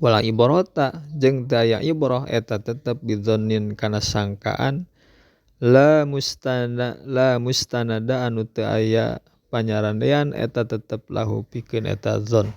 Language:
Sundanese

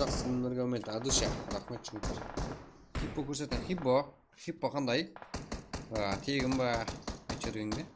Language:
Kara-Kalpak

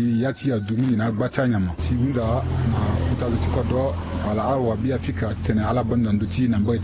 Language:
Sango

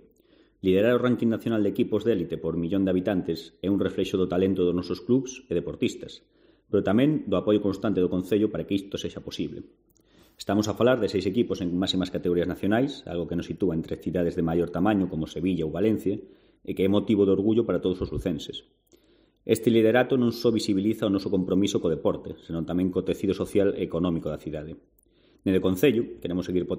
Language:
Galician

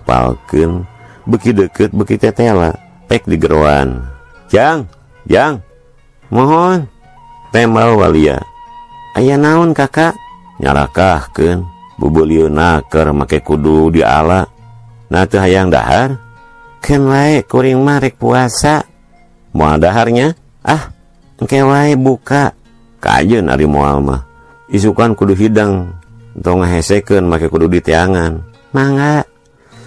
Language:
Sundanese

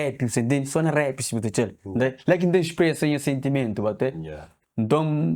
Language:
Kabuverdianu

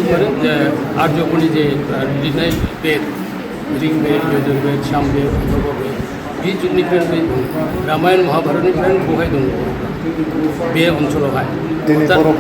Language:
Bodo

